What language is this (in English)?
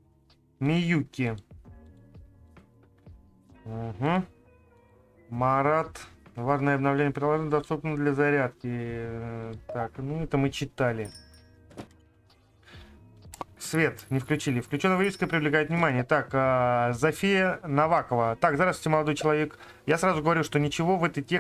Russian